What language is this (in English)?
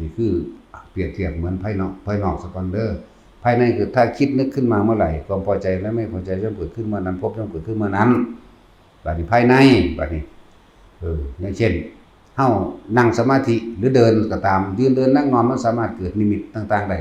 Northeastern Thai